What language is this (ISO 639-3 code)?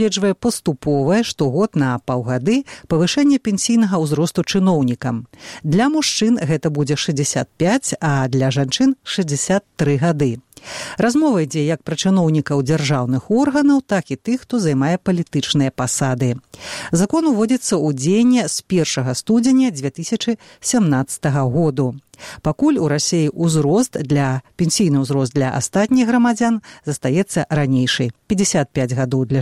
bel